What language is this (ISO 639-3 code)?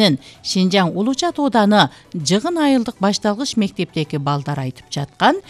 kir